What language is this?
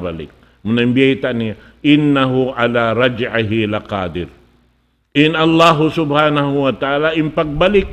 Tausug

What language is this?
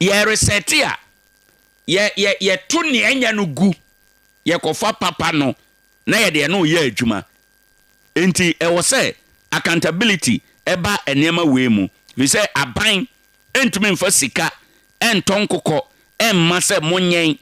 Akan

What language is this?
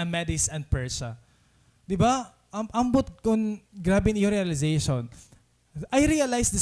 Waray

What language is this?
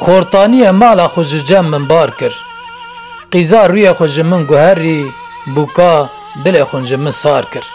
Kurdish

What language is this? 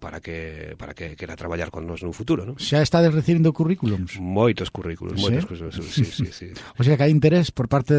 Galician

